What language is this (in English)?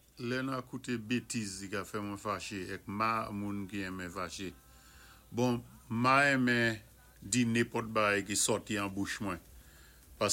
Saint Lucian Creole French